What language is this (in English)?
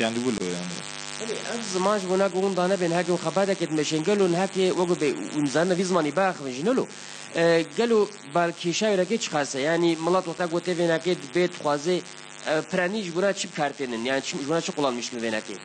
Kurdish